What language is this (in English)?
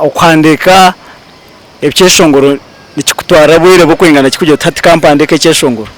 Nyankole